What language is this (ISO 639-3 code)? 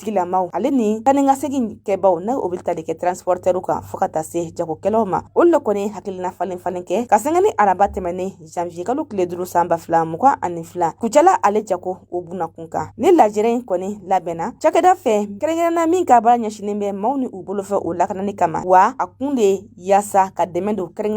bam